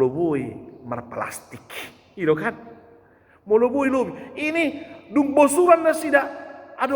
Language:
Batak Toba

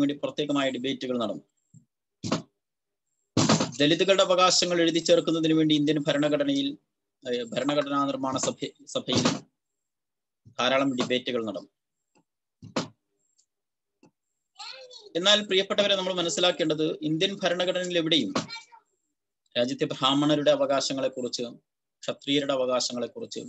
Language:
Malayalam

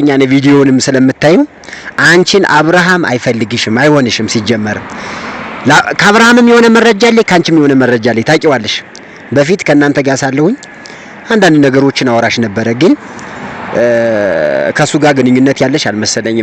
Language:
Amharic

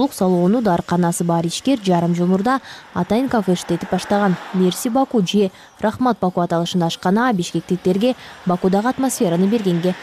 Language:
Kyrgyz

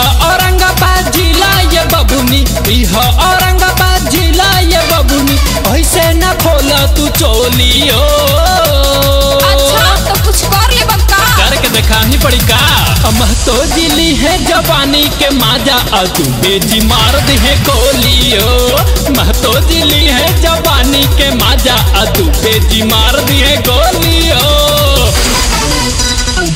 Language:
Bhojpuri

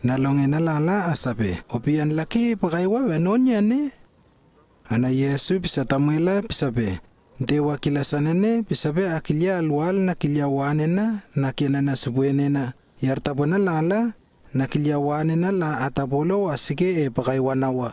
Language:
Lewo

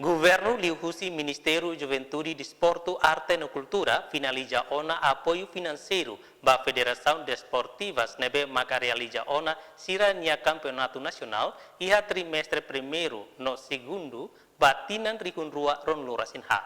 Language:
Tetum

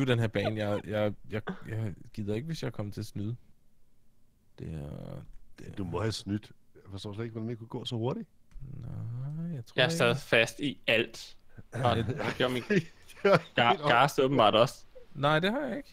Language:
Danish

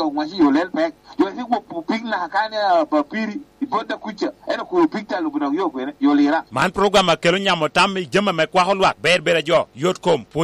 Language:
Lango (Uganda)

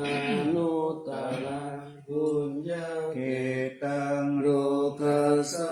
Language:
Pali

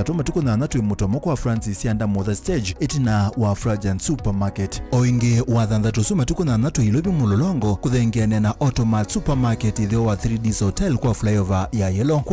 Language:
Kamba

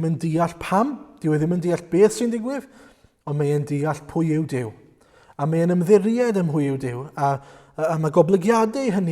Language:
Welsh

